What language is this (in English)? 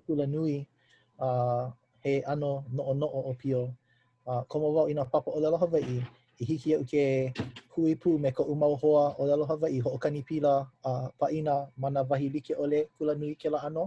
Hawaiian